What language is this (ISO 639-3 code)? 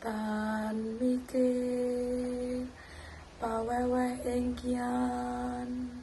jav